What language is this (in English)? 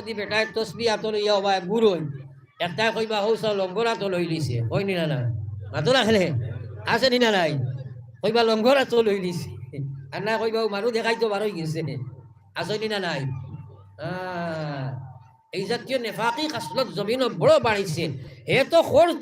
Sylheti